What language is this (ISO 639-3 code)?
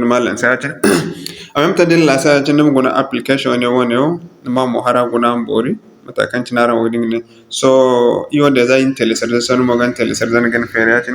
dje